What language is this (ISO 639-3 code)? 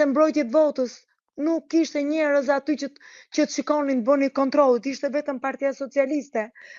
sqi